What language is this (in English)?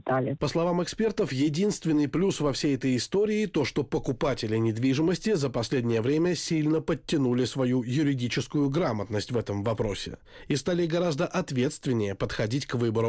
Russian